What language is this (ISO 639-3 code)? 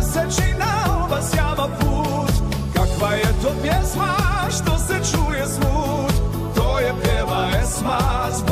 bos